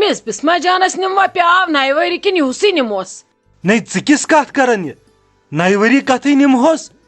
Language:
Kashmiri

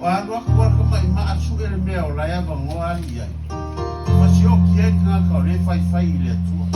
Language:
Samoan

